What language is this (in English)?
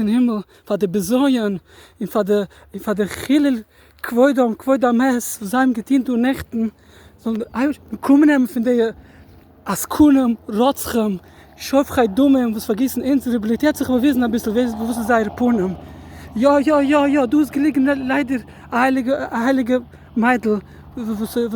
Yiddish